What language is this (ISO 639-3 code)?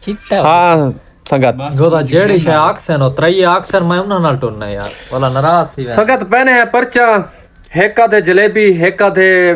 skr